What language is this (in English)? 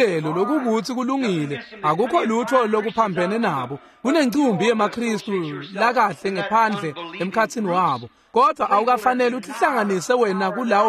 Swati